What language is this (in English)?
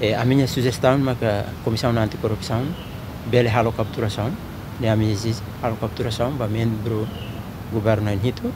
Tetum